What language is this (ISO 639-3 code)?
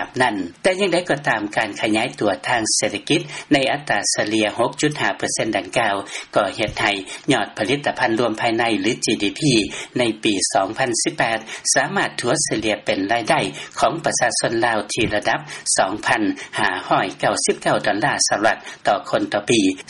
lao